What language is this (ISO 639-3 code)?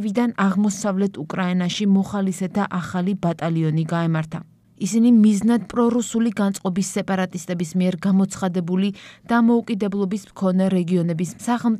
kat